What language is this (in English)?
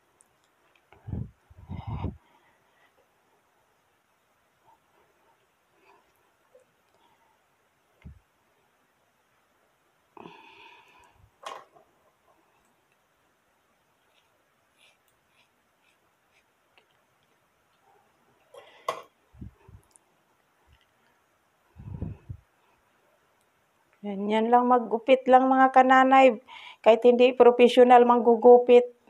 Filipino